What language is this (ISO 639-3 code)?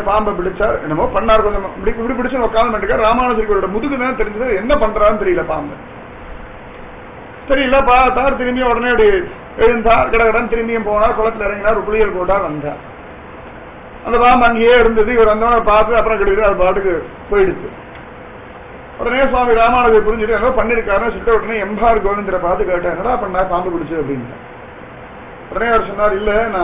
tam